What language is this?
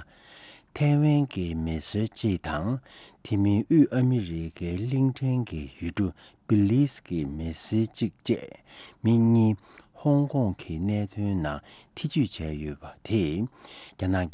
Tibetan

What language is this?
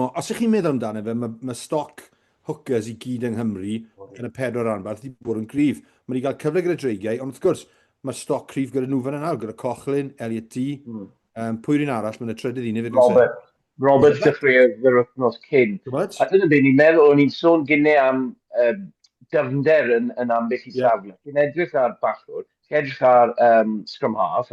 Welsh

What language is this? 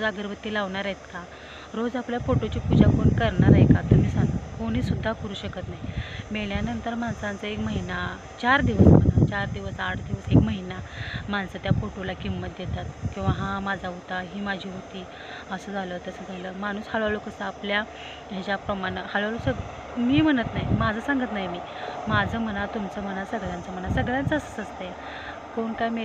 Marathi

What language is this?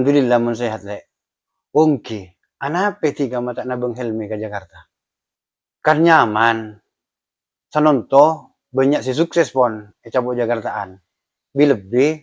Madurese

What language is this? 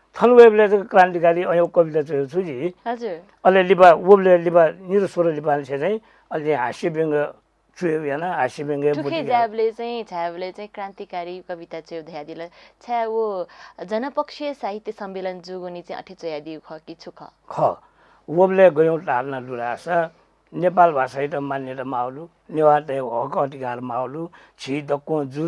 Newari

